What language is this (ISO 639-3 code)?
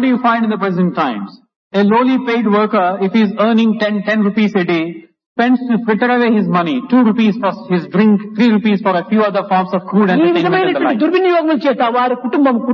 tel